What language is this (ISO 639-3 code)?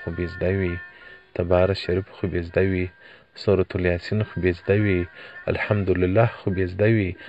pus